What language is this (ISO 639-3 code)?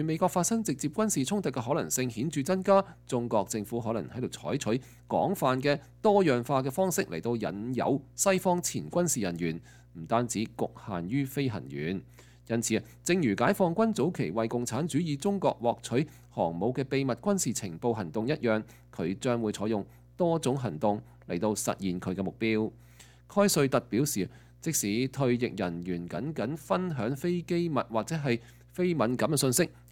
yue